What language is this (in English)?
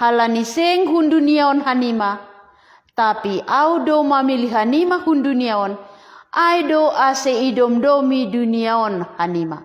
Batak Simalungun